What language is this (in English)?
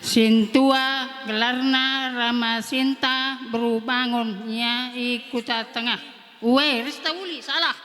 Batak Karo